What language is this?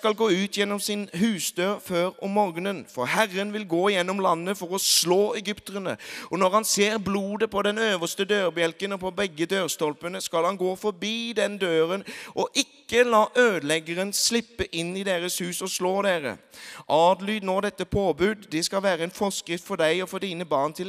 Norwegian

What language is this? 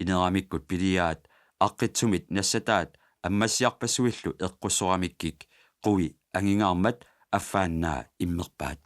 Kalaallisut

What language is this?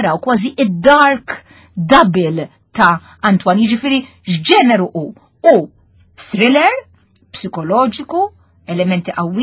Maltese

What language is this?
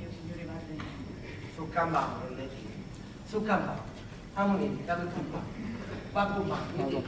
Sicilian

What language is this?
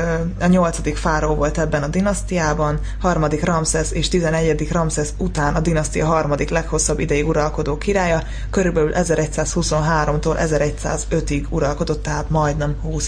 Hungarian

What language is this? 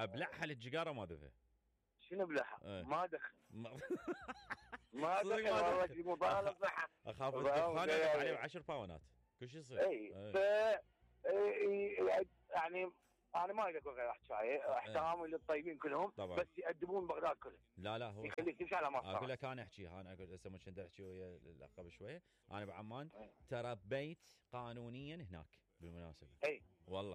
Mesopotamian Arabic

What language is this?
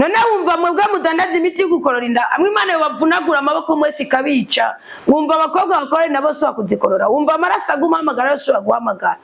Rundi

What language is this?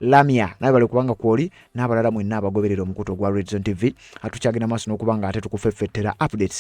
Ganda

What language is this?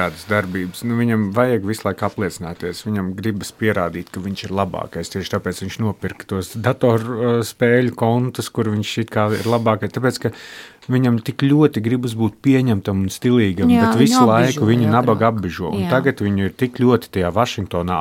Latvian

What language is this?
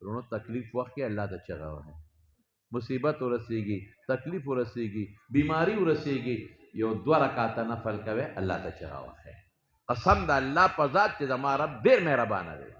Pashto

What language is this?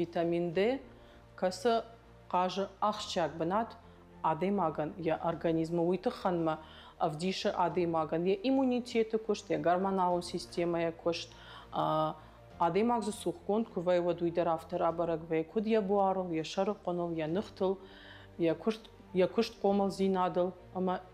Ossetic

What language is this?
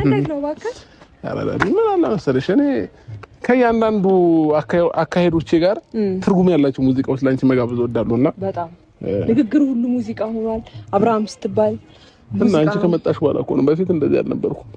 Amharic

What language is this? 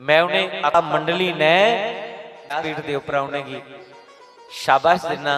Dogri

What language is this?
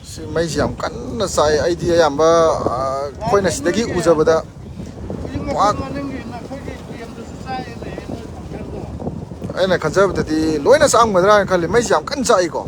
Manipuri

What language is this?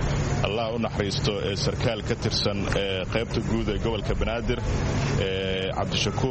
Somali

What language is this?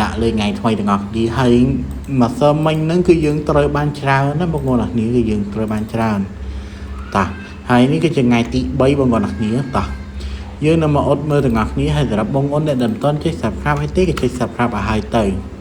Khmer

